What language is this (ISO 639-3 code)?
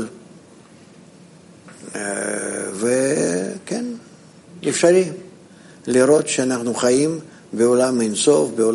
heb